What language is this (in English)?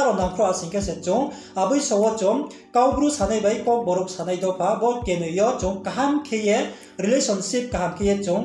Riang (India)